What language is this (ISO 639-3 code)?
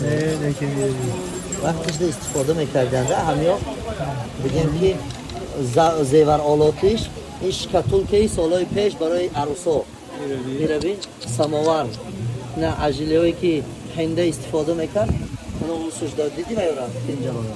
tgk